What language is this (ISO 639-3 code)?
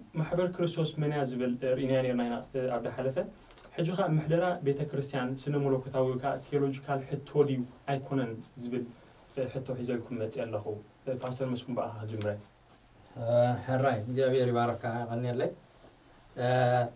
tir